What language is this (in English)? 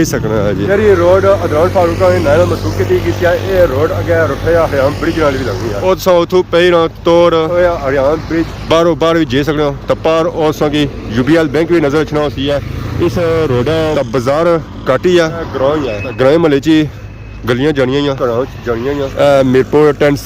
Pahari-Potwari